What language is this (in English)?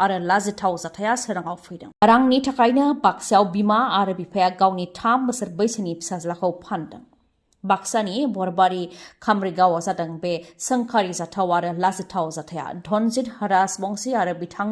Bodo